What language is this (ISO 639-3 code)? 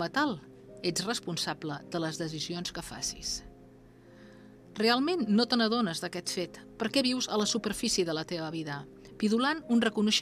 cat